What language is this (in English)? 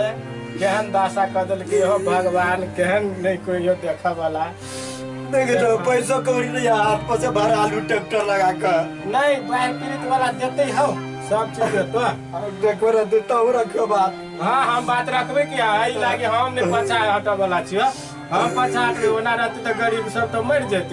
Maithili